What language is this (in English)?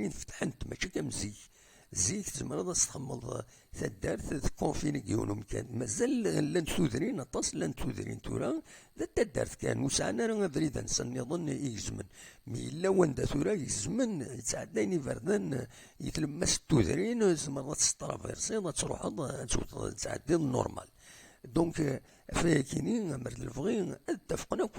Kabyle